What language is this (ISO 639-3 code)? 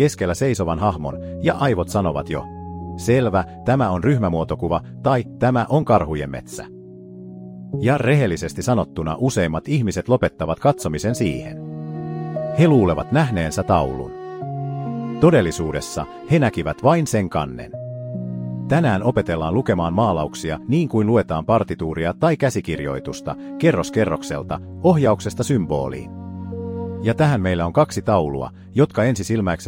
fin